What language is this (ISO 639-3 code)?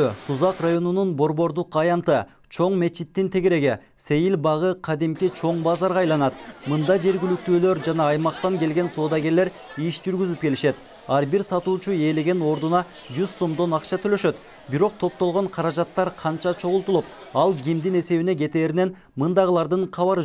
kir